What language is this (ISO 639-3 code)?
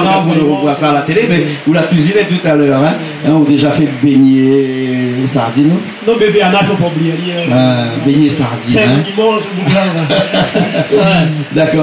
rcf